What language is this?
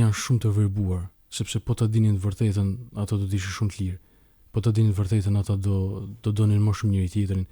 Albanian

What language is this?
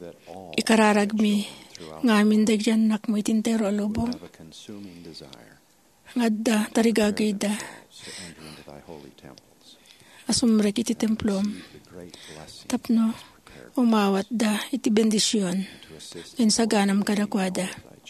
Iloko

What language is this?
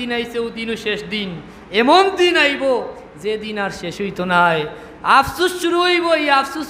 Sylheti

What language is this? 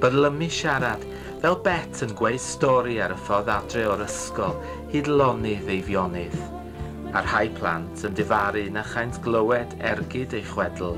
Welsh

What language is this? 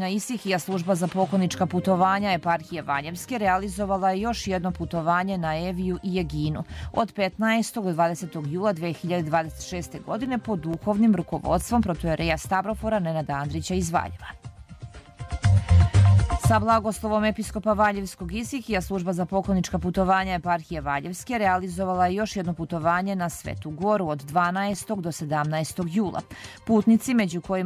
Serbian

